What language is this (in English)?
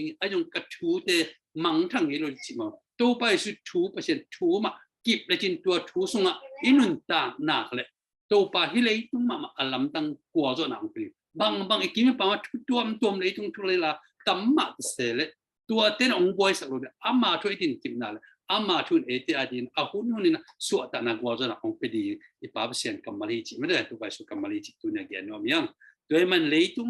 Tedim Chin